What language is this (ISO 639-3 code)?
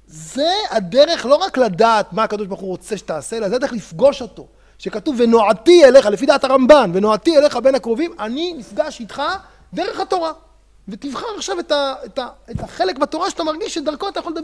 heb